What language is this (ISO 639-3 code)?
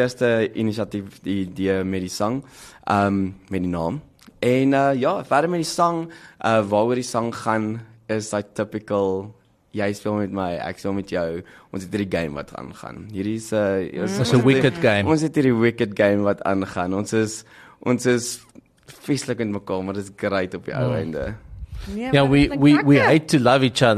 afr